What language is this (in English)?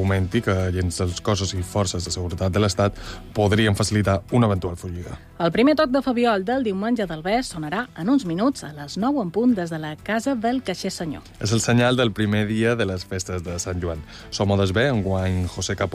Catalan